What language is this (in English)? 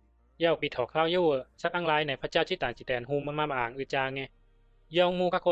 Bisu